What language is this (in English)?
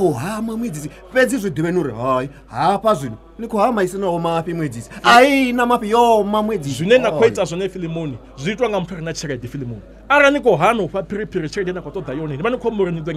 Venda